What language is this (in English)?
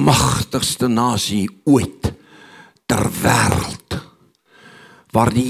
Afrikaans